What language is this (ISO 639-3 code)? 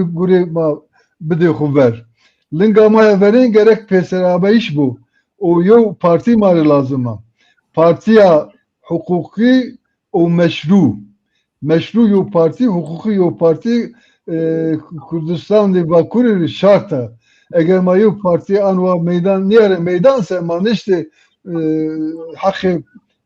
zza